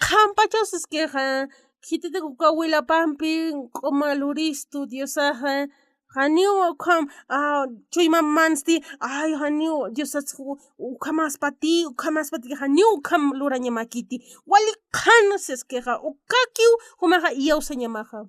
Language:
Aymara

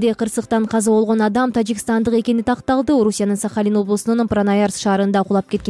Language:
Kyrgyz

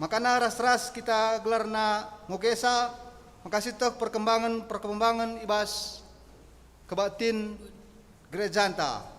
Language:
Batak Karo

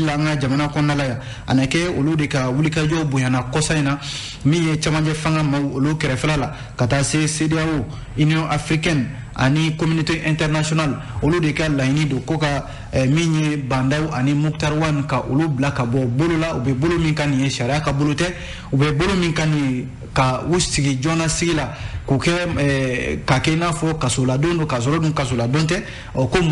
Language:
Bambara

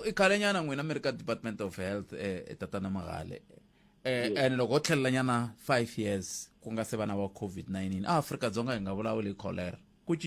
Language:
Tsonga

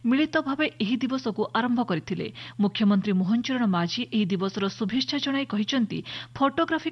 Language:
Odia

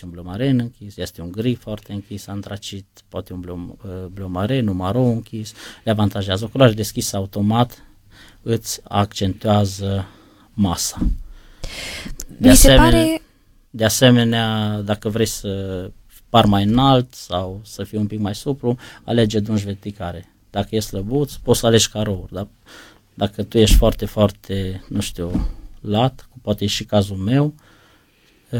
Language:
Romanian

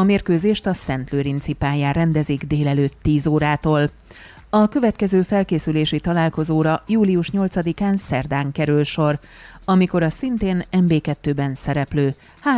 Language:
Hungarian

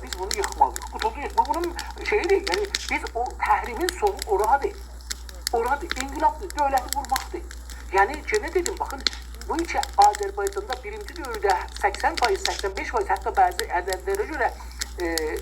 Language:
South Azerbaijani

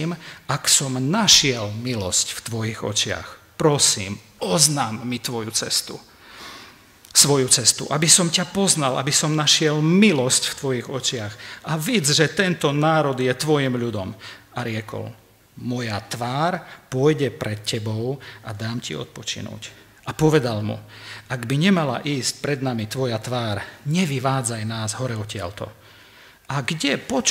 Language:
Slovak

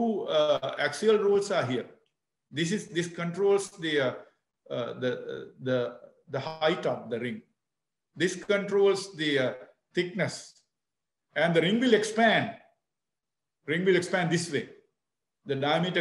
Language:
English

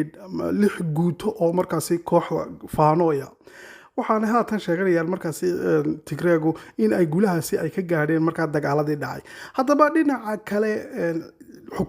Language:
Somali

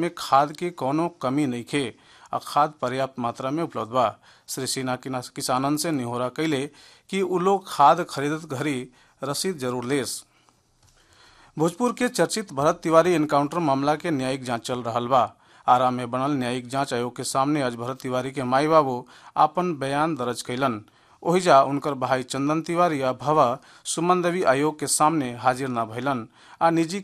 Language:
Bhojpuri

